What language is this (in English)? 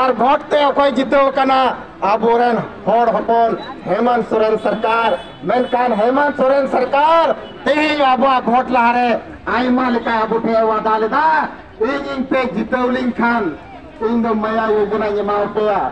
Santali